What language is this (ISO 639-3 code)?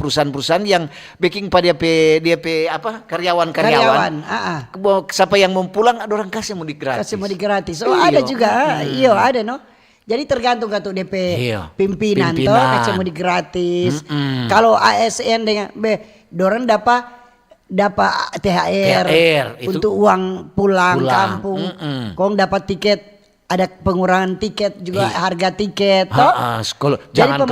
xmm